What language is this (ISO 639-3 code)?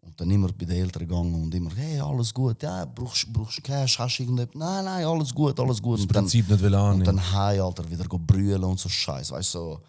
gsw